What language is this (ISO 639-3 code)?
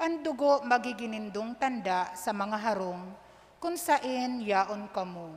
bik